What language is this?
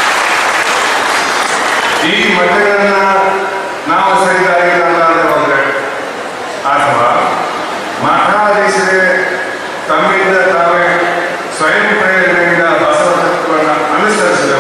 Kannada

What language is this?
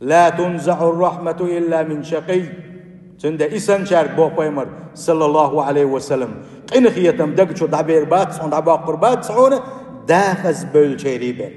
Chechen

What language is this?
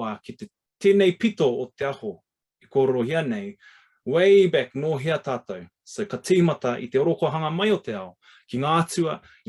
Māori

